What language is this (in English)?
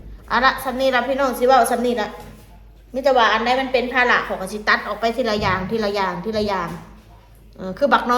Northeastern Thai